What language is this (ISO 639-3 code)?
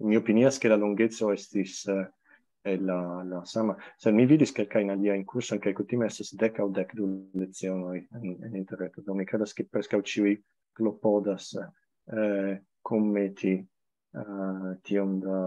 epo